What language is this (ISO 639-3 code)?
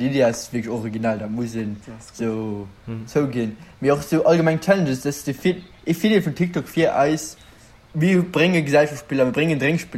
ltz